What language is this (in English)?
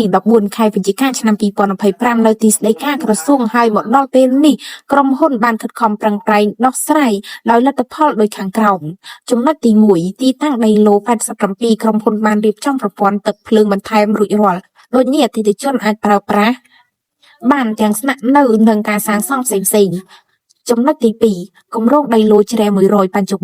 Khmer